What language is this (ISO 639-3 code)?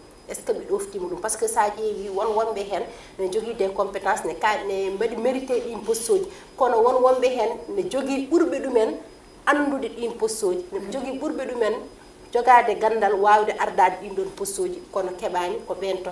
ful